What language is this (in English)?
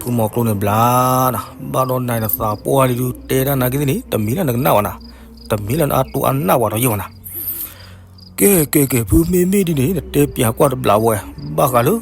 S'gaw Karen